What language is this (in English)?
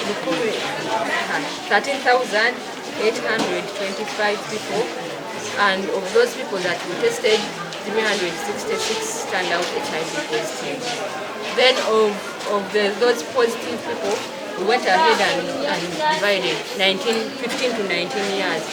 Nyankole